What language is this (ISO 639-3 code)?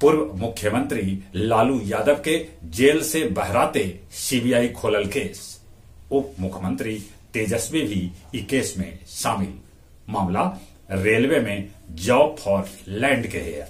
mag